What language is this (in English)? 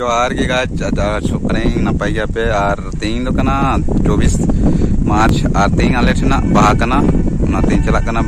Santali